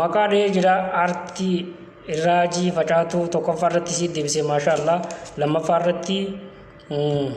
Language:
Oromo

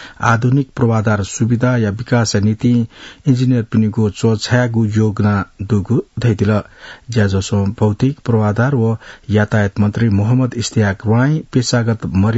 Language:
Newari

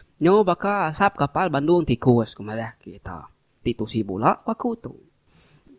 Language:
Iban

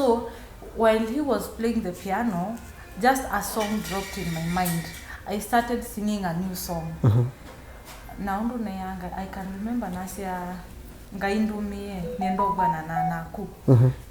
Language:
Kamba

